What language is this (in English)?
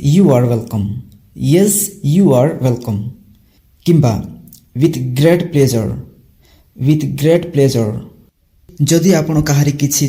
Odia